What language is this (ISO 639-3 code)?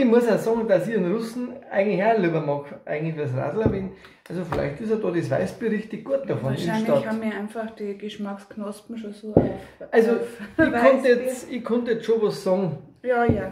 bar